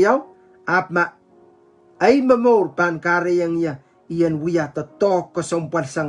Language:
Pohnpeian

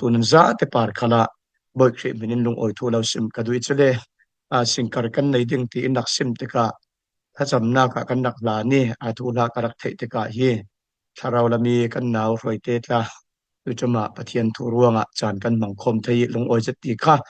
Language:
Falam Chin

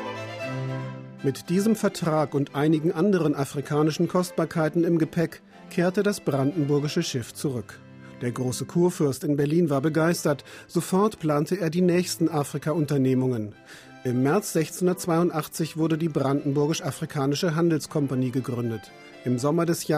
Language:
German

